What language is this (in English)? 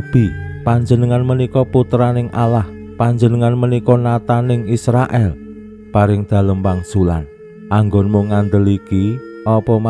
Javanese